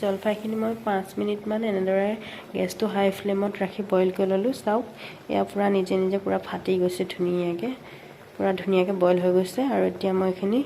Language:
Assamese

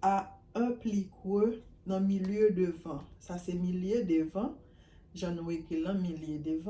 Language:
Haitian Creole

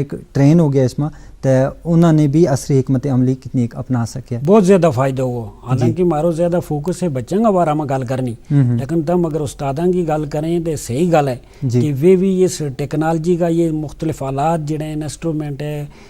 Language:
Gujari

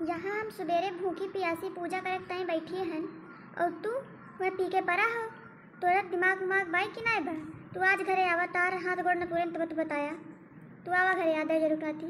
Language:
Awadhi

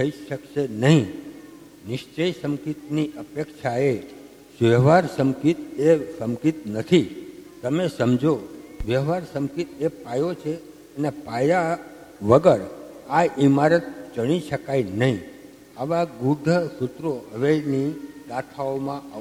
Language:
Gujarati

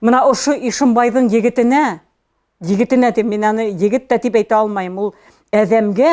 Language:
Bashkir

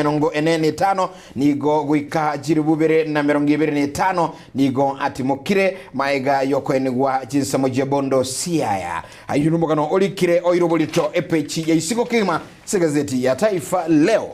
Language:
Gusii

